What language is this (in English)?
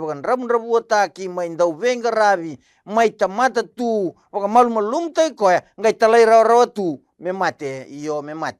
Fijian